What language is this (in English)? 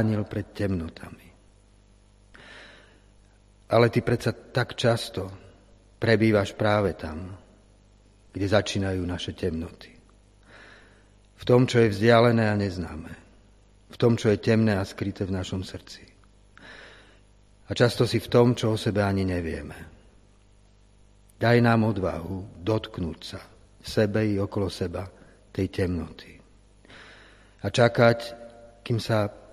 Slovak